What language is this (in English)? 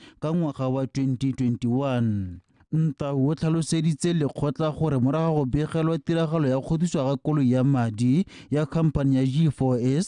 Tswana